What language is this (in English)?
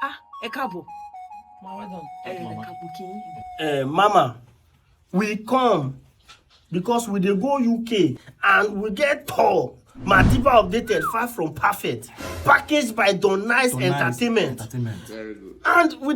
Nigerian Pidgin